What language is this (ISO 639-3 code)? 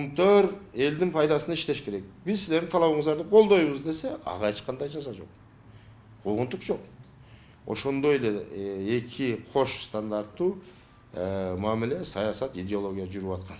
kir